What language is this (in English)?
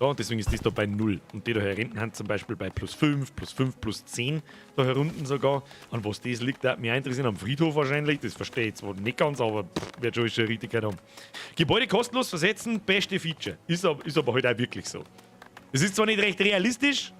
Bavarian